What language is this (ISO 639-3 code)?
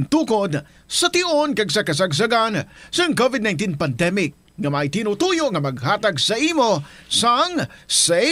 hil